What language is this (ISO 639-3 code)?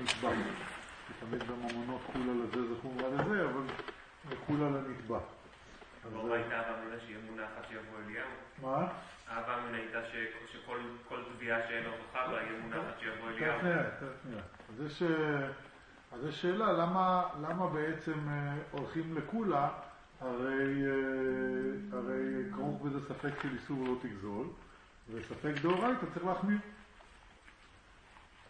heb